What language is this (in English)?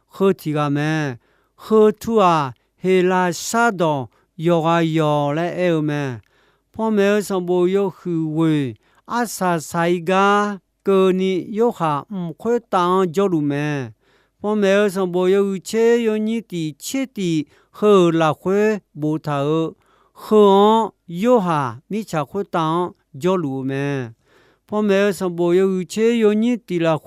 Akha